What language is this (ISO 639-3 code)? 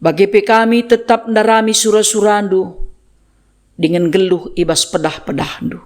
btx